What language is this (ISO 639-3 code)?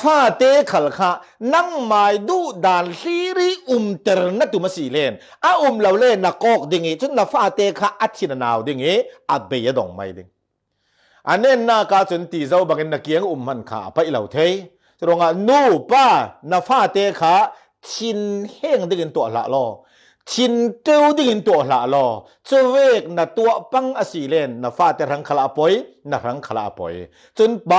cfm